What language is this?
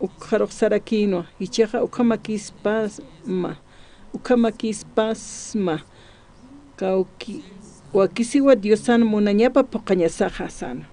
Aymara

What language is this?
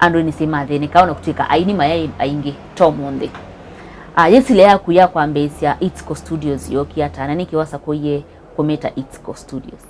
Kamba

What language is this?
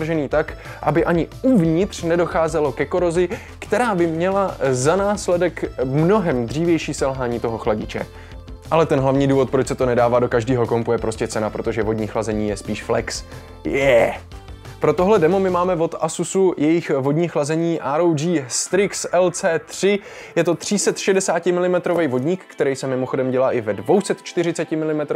Czech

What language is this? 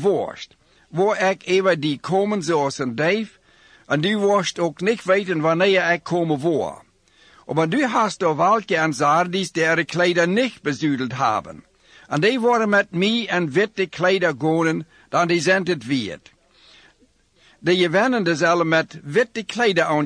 Plautdietsch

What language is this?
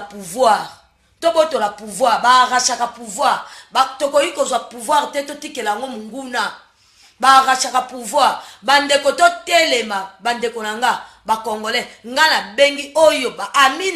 Lingala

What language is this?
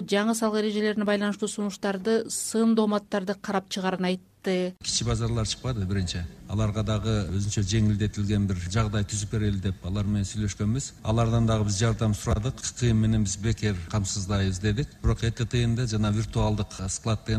Kyrgyz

